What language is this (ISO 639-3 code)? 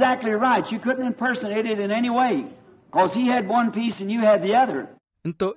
vmw